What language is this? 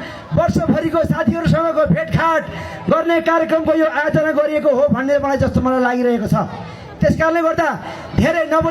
Nepali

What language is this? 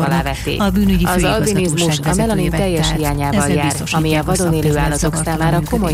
Hungarian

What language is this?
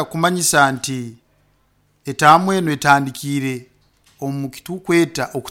Nyoro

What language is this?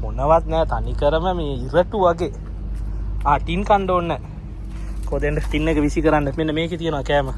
Sinhala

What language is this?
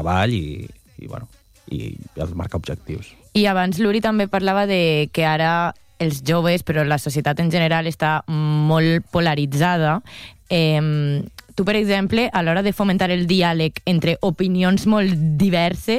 Catalan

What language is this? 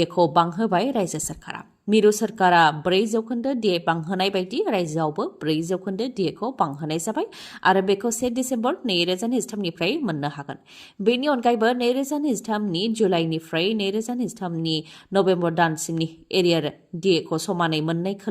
Bodo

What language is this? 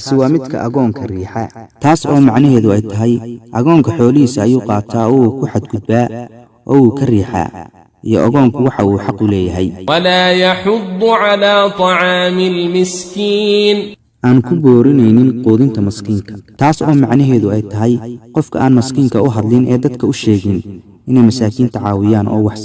Somali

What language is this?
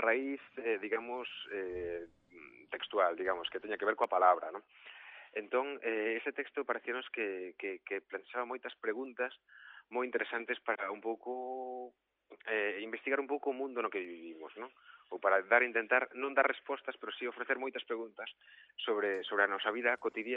Galician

